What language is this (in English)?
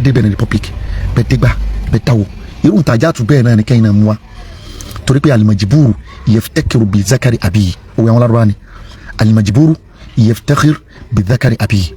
Yoruba